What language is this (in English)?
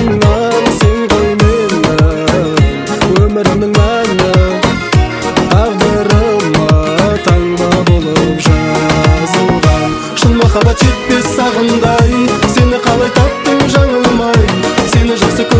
Kazakh